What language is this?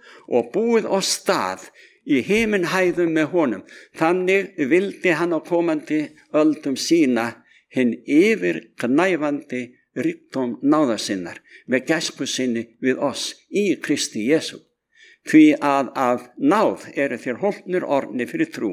Icelandic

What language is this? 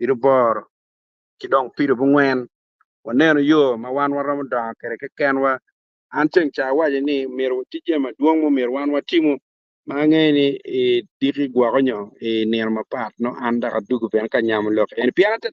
Acoli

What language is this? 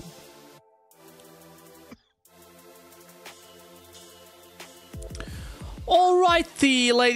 Dutch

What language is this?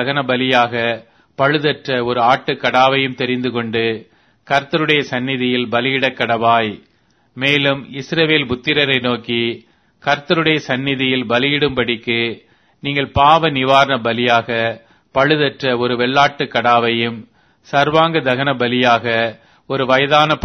Tamil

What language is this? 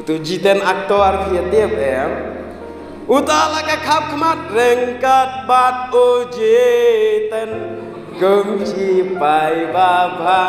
Khasi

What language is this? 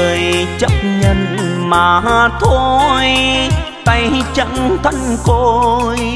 Vietnamese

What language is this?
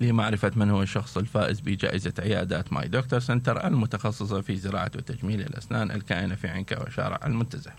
Mesopotamian Arabic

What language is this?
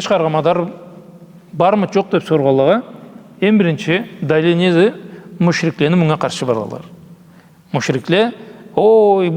Karachay-Balkar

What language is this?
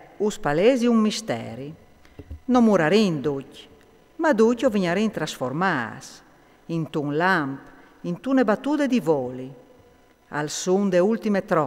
Friulian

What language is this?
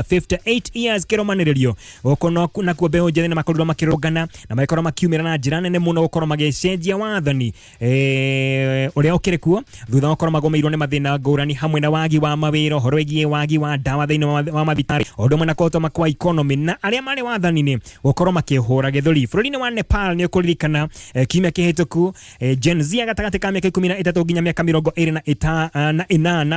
Kikuyu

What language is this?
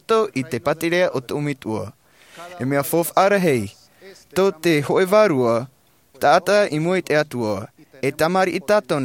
Tahitian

